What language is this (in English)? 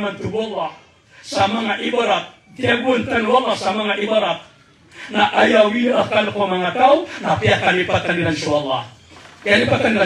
Maranao